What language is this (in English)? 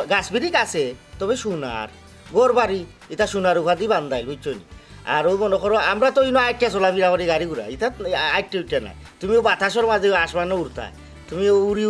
Sylheti